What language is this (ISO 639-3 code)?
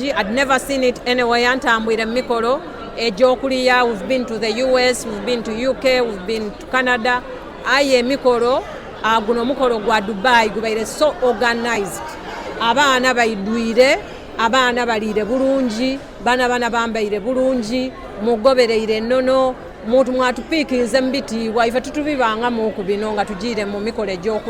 xog